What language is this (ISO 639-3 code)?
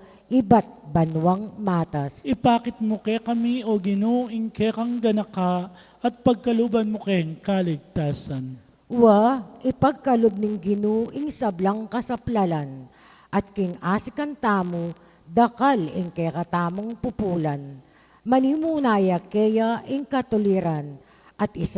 pam